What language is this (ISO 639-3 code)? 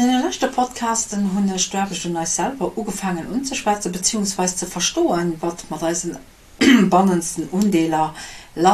ltz